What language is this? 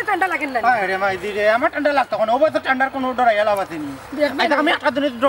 Sylheti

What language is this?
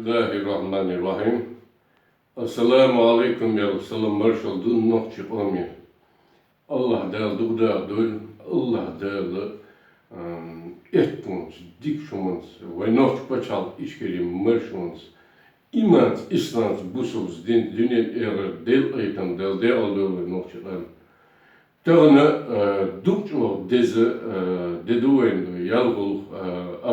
Chechen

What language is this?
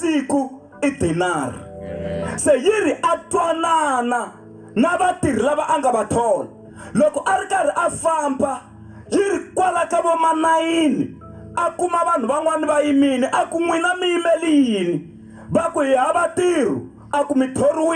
Tsonga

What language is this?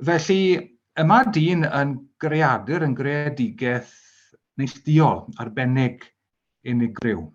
Welsh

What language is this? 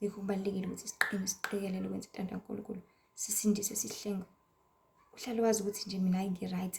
Zulu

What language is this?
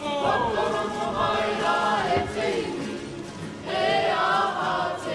Māori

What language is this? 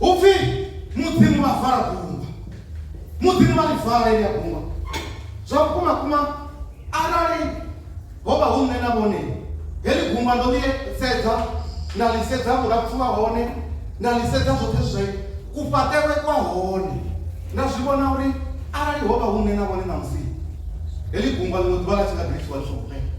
Venda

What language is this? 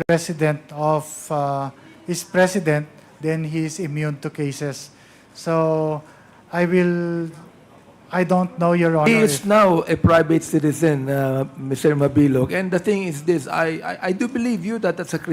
Hiligaynon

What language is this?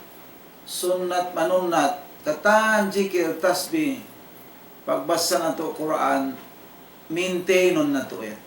Tausug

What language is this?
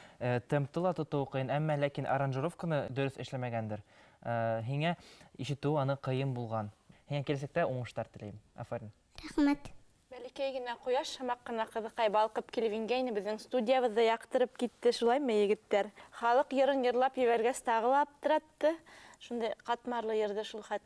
Bashkir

